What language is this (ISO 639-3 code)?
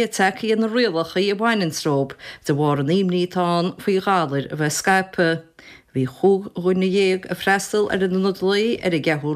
gle